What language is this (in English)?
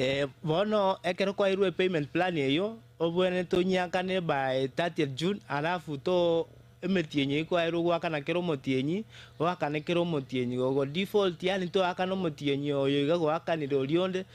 Gusii